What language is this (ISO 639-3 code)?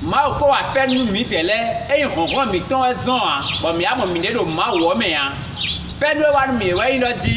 fon